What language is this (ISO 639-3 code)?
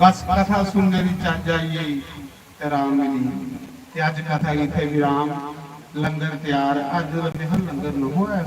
doi